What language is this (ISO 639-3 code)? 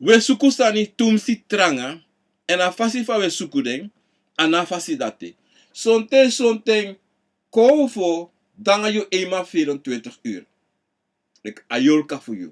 srn